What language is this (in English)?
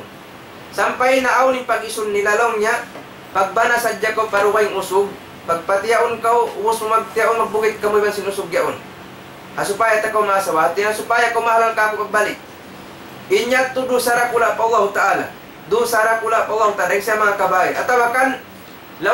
Tausug